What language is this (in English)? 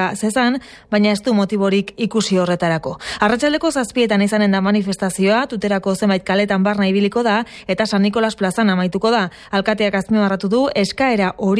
Basque